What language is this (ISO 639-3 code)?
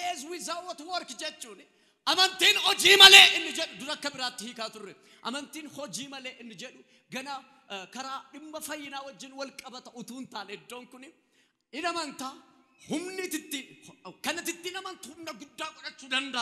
orm